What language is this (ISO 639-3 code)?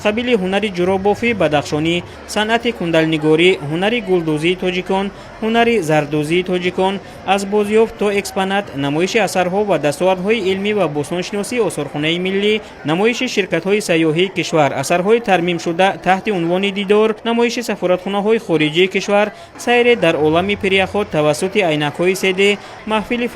tgk